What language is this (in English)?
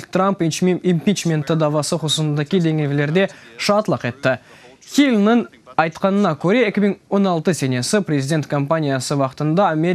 Crimean Tatar